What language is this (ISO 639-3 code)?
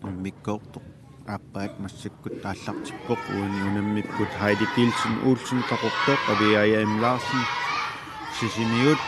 kal